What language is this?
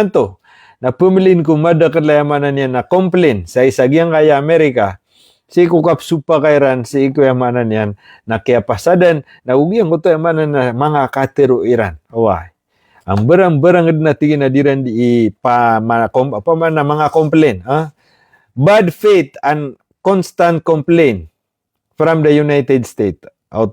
Maranao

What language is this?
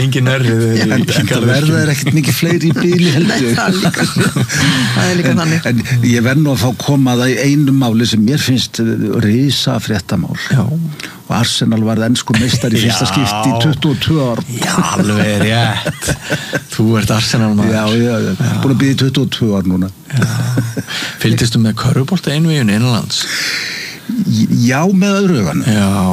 Icelandic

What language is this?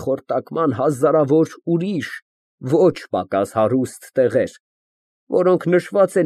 Armenian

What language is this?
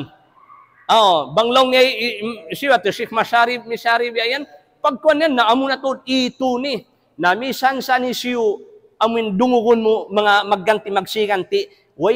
Tausug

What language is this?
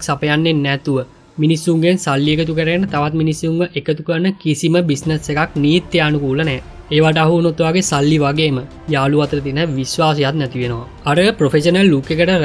Sinhala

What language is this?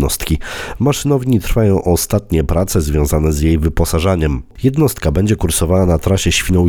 Polish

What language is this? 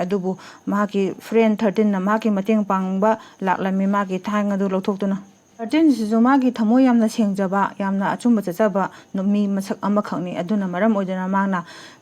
Manipuri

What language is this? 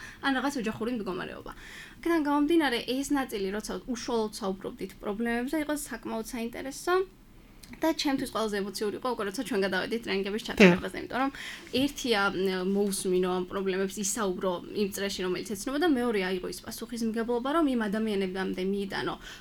Georgian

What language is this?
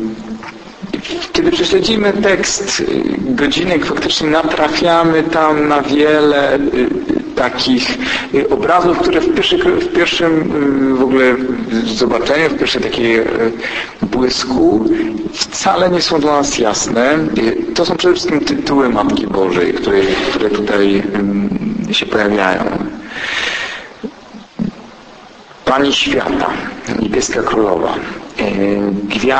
Polish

